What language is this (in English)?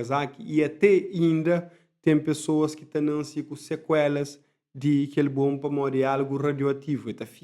Kabuverdianu